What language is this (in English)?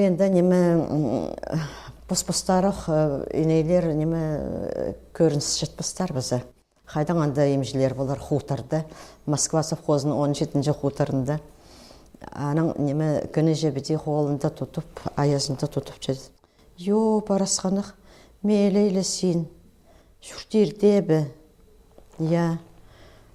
Khakas